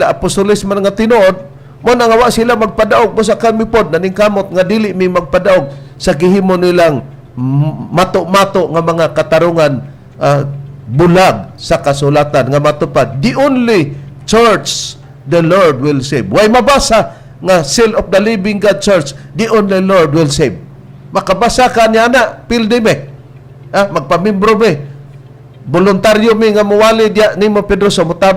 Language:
Cebuano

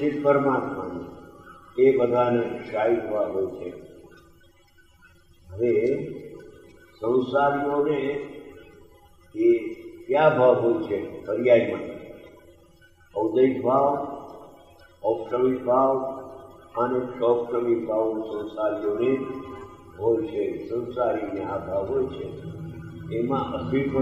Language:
Gujarati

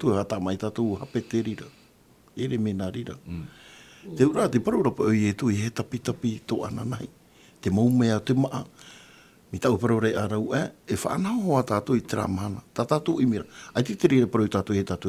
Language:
Tahitian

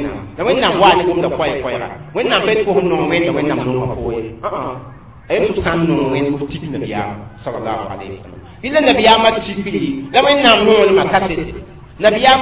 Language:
Mossi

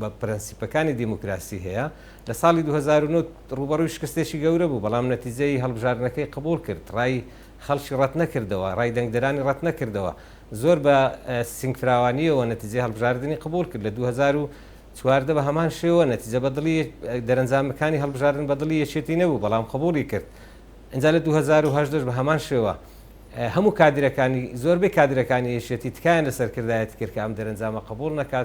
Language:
Central Kurdish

